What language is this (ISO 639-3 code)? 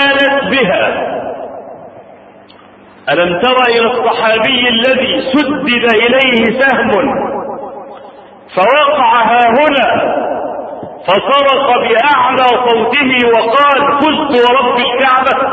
ara